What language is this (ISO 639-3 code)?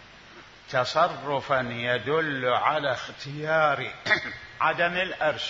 acm